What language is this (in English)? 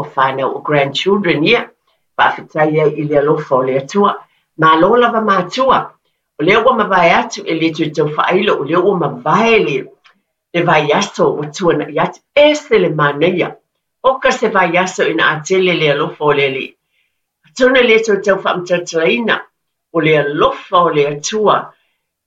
Samoan